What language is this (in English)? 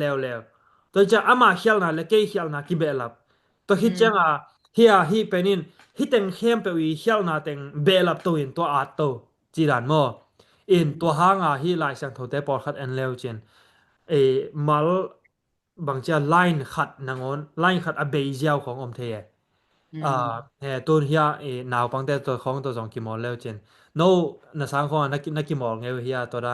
Tedim Chin